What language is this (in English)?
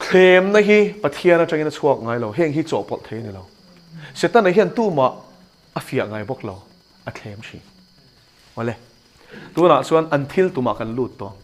Mizo